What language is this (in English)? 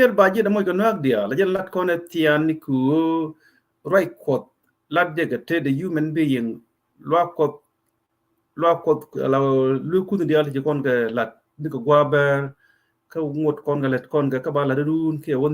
Nuer